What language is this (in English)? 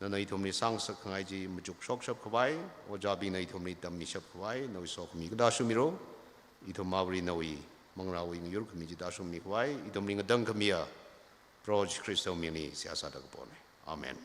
Tangkhul Naga (India)